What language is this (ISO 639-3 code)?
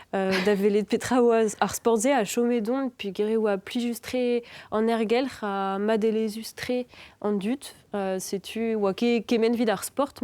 bre